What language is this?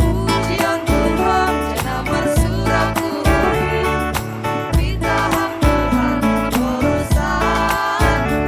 Batak Simalungun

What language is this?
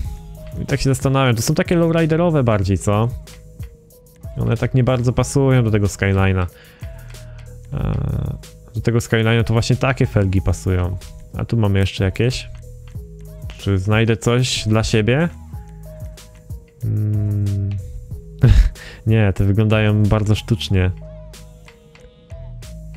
Polish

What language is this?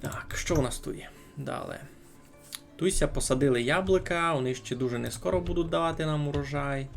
Rusyn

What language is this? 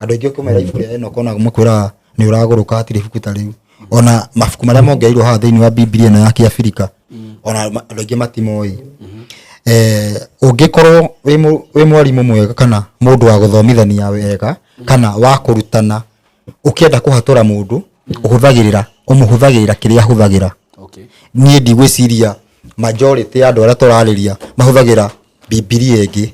Kikuyu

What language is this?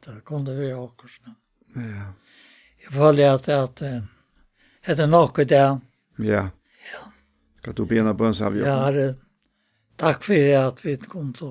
Faroese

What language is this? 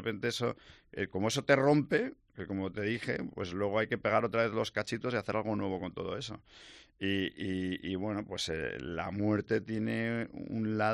Spanish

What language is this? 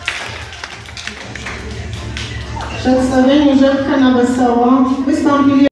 Polish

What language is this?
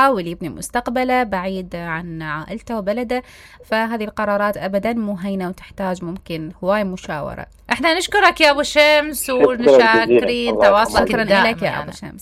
Mesopotamian Arabic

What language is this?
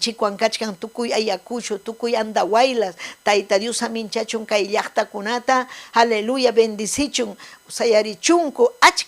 Ayacucho Quechua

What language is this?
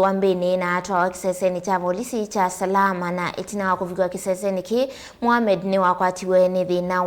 Kamba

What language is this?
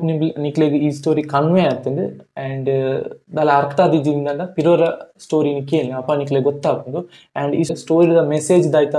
Tulu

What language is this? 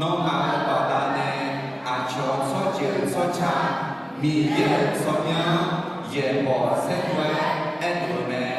Akha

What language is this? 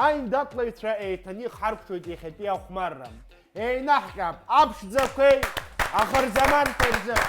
Abkhazian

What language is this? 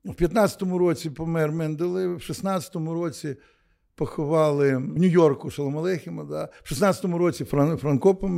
Ukrainian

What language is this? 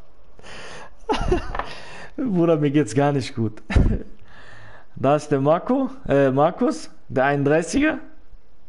German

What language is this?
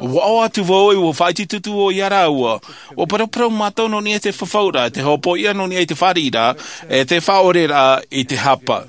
Tahitian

